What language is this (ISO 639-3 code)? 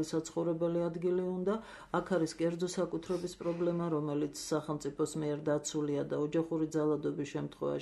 kat